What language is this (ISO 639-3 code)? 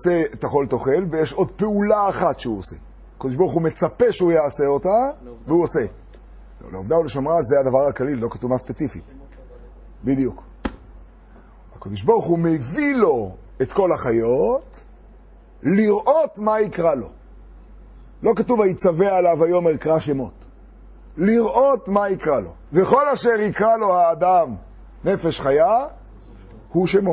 heb